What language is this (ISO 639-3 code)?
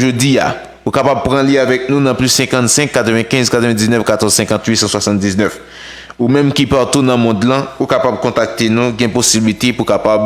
hat